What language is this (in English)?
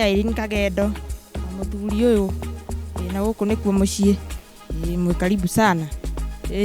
Kikuyu